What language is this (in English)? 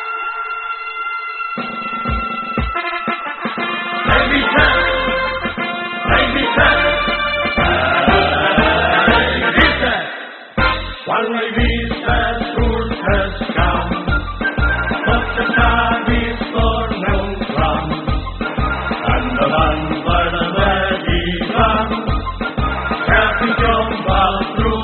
Catalan